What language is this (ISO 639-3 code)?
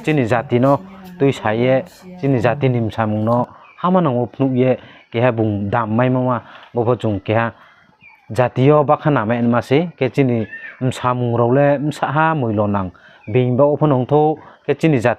ria